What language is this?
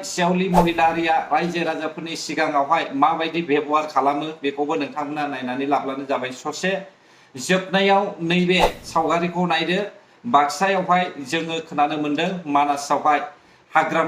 Bodo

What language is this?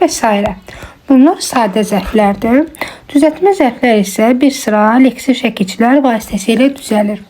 Azerbaijani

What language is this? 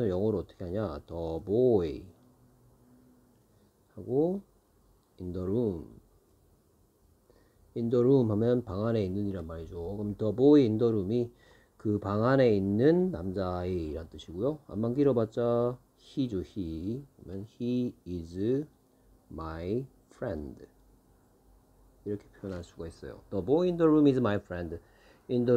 Korean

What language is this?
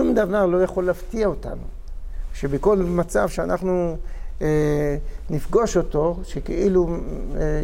Hebrew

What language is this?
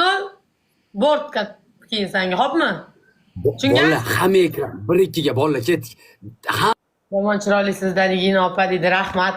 Uzbek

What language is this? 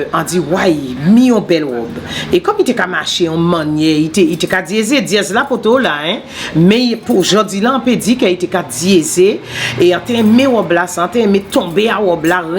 Guadeloupean Creole French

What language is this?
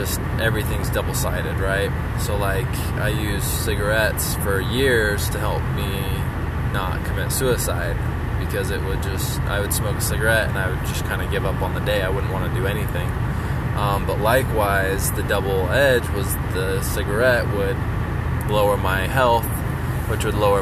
English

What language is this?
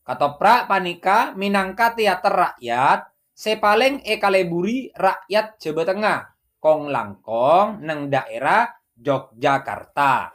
Madurese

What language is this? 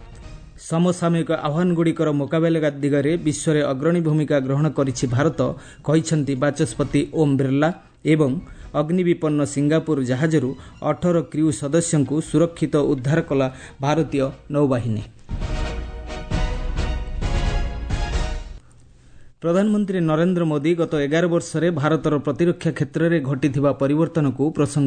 Odia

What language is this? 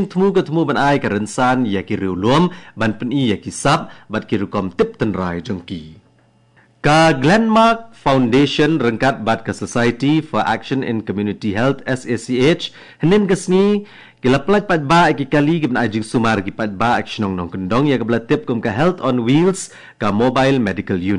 Khasi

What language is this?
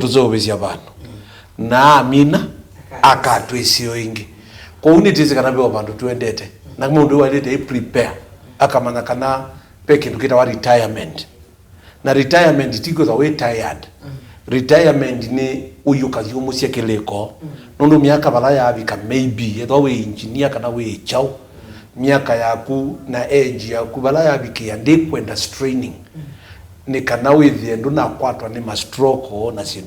Kamba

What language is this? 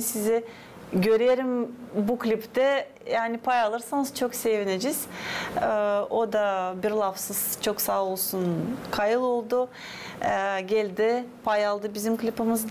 Gagauz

